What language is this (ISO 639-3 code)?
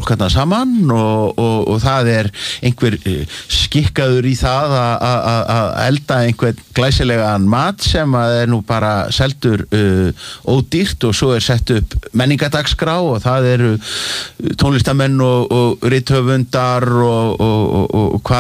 isl